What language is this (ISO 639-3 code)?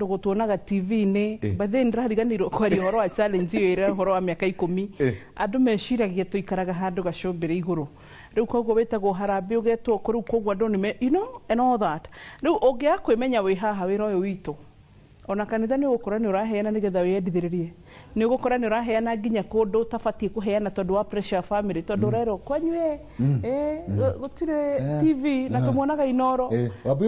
kik